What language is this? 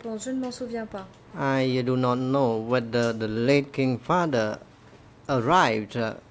French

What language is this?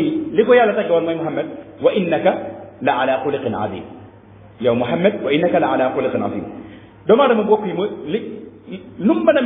Wolof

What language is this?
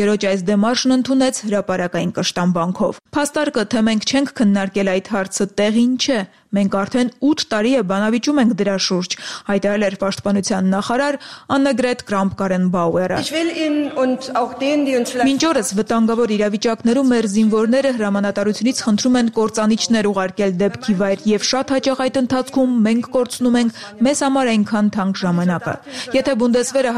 Armenian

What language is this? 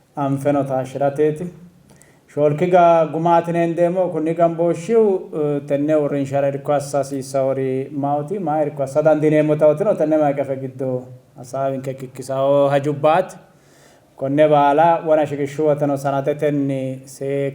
Sidamo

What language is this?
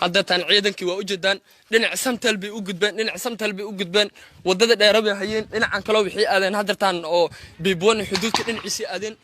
Somali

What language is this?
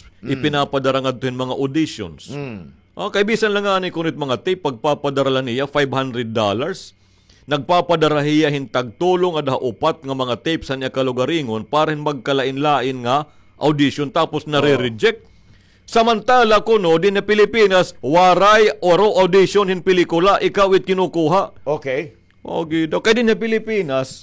Waray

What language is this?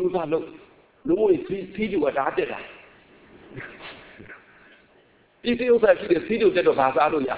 Burmese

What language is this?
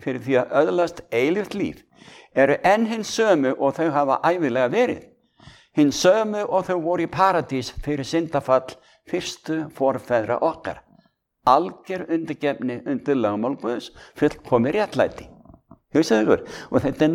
Icelandic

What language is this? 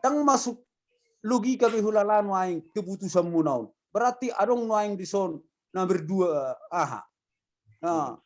Batak Toba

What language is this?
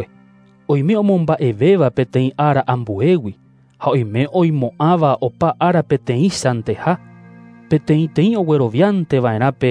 Guarani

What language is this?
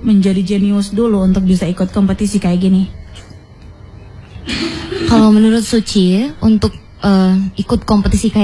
Indonesian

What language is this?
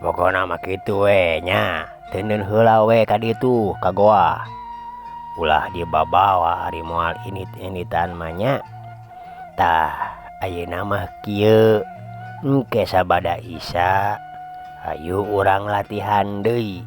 Sundanese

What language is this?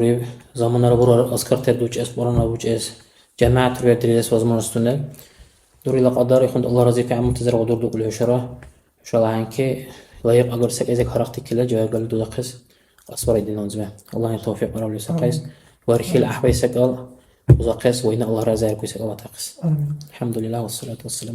Dargwa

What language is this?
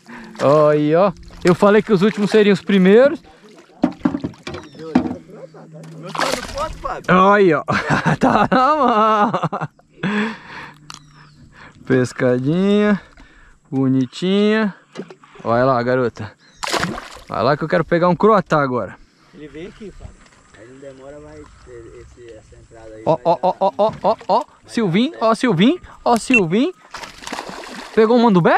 Portuguese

